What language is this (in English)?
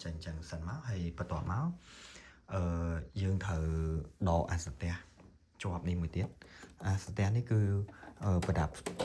Khmer